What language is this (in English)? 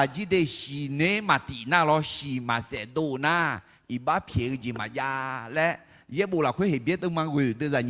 Akha